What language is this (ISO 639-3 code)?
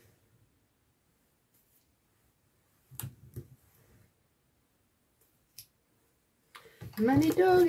nor